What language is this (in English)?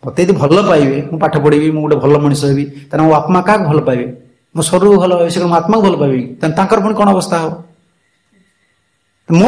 Odia